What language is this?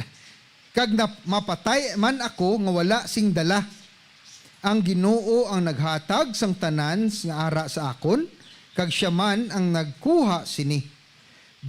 Hiligaynon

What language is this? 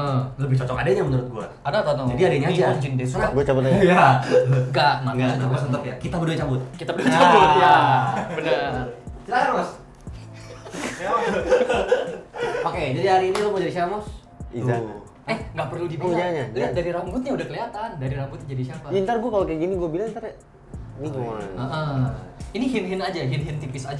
Indonesian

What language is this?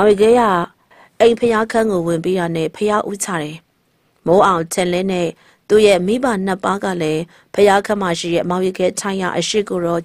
Burmese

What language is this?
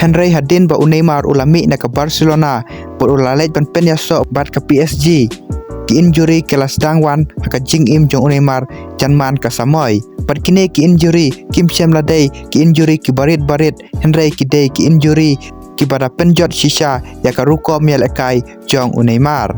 Khasi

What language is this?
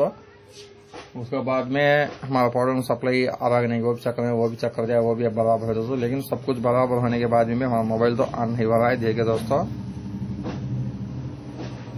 Hindi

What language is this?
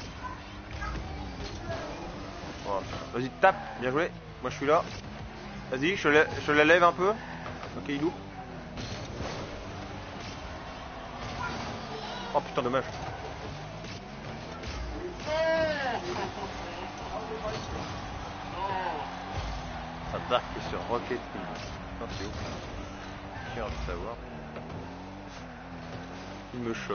French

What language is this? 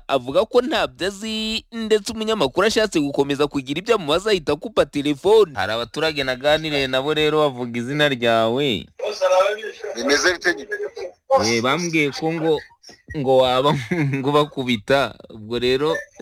Kinyarwanda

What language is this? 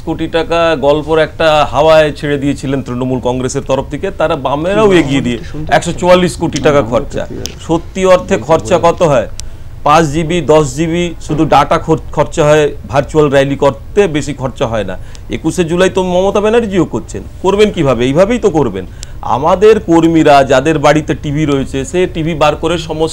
Bangla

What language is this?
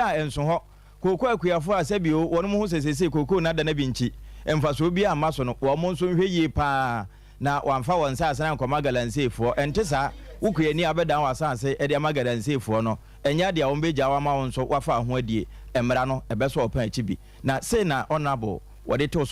Akan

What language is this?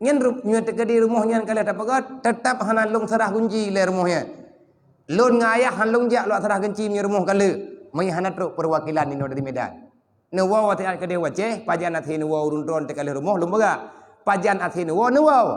Achinese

